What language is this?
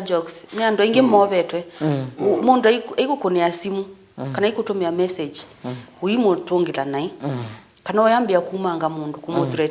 Kamba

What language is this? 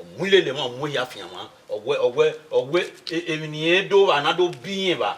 Bini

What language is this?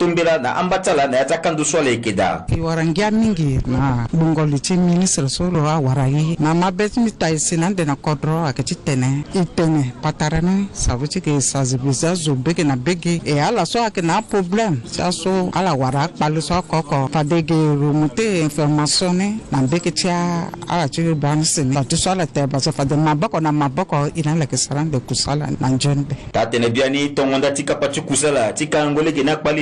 Sango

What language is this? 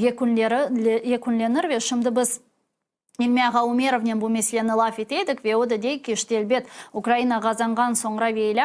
Crimean Tatar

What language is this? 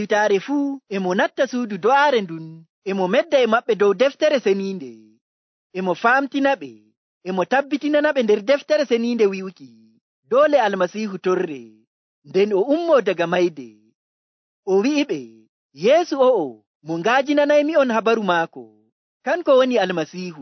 Nigerian Fulfulde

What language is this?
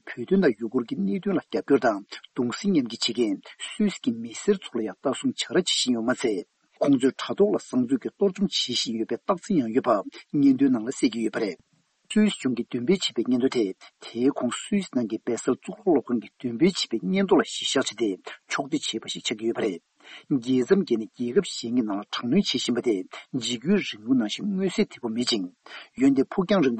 Tibetan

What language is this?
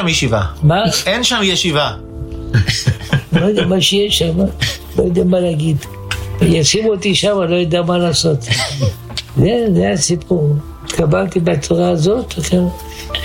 Hebrew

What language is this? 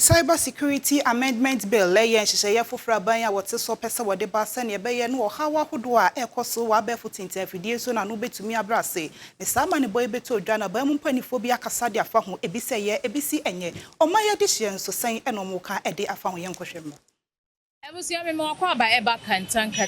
Akan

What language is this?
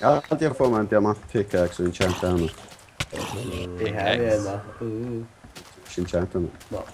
Faroese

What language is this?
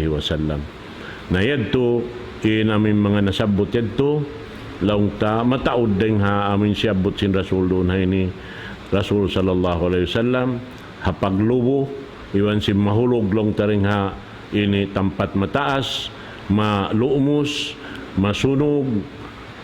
Tausug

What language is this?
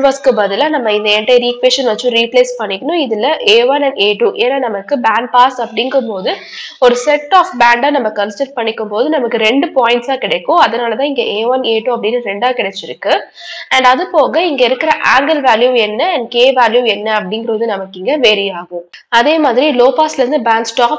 Tamil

